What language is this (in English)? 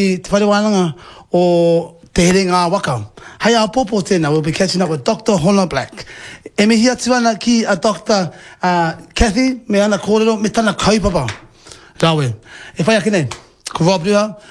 Māori